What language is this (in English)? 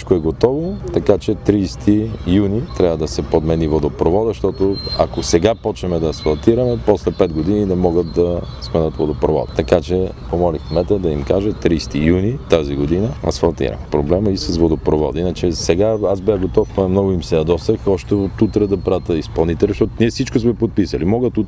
Bulgarian